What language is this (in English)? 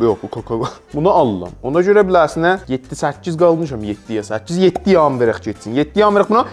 South Azerbaijani